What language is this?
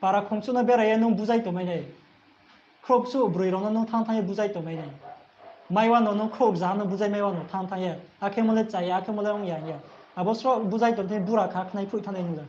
Riang (India)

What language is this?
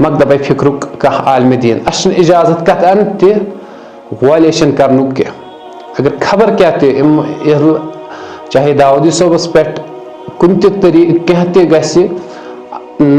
Kashmiri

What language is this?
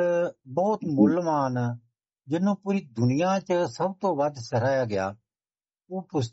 Punjabi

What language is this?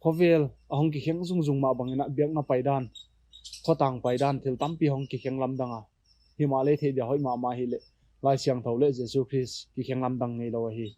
Paite Chin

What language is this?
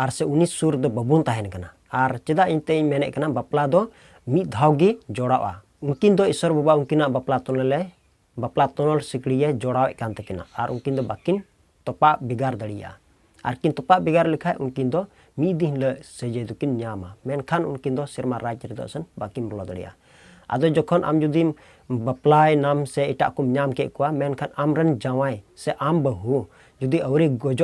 Santali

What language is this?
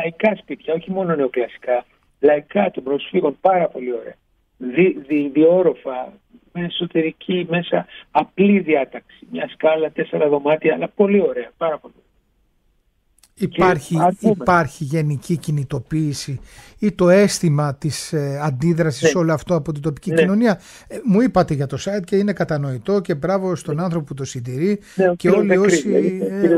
Greek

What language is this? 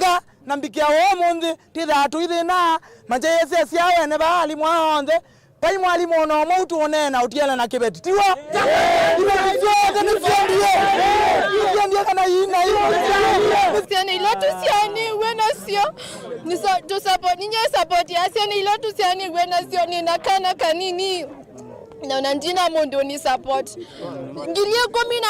Kamba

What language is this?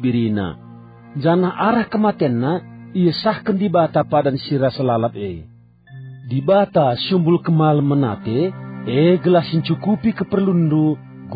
Batak Karo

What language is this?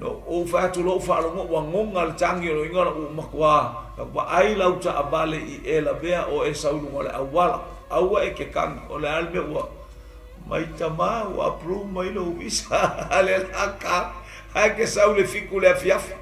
Samoan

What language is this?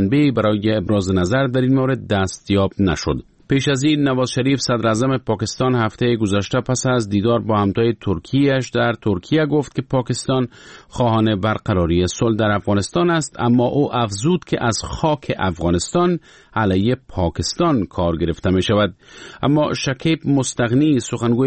Persian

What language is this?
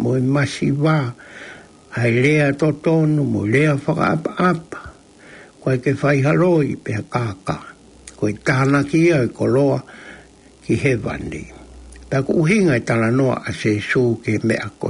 Tongan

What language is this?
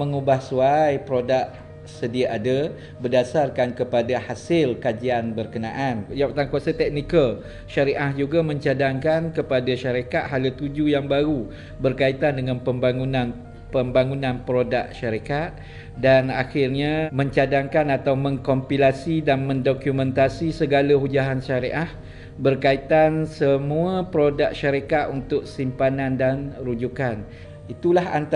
Malay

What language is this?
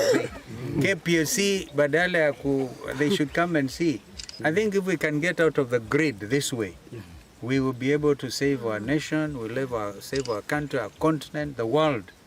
Kamba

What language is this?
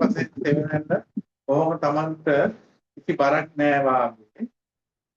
Sinhala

